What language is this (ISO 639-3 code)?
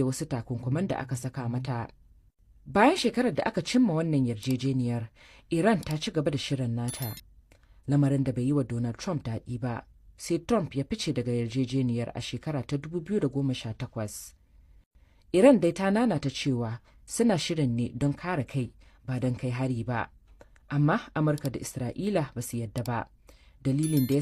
hau